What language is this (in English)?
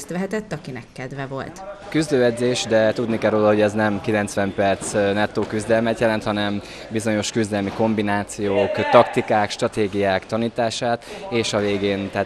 Hungarian